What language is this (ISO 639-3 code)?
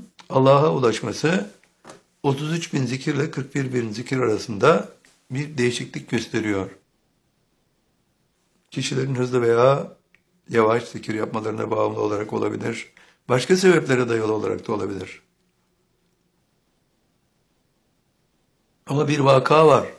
tur